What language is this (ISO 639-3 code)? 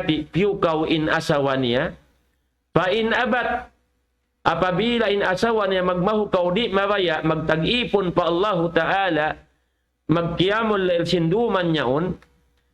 tsg